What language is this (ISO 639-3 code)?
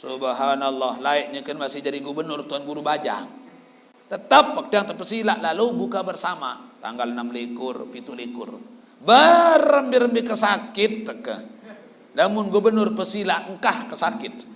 sas